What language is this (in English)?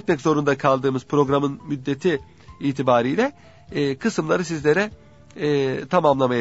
Turkish